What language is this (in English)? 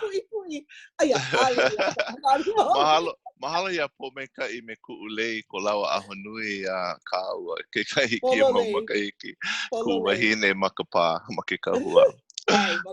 Hawaiian